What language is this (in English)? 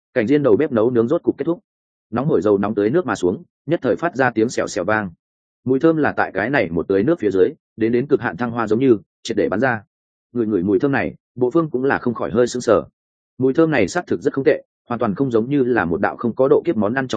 Vietnamese